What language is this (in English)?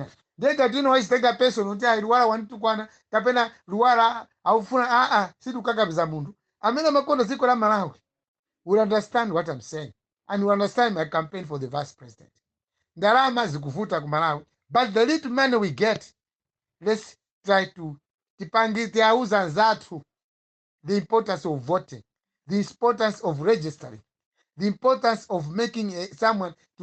Nyanja